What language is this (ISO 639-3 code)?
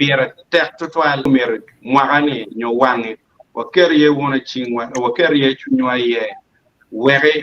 ach